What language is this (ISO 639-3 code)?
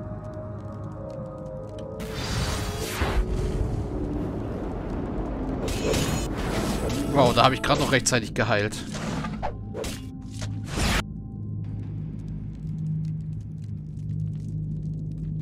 deu